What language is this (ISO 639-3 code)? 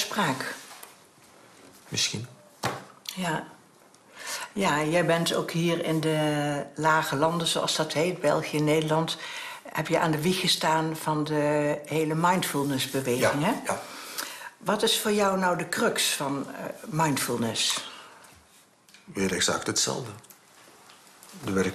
nld